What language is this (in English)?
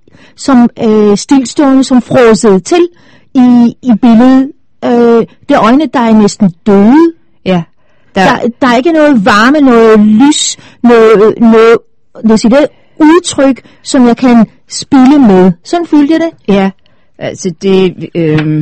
Danish